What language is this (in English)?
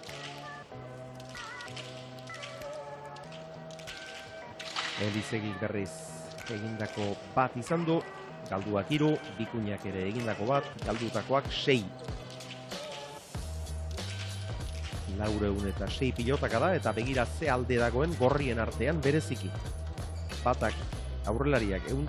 Basque